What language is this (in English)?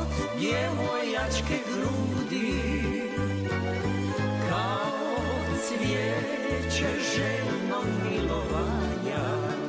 Croatian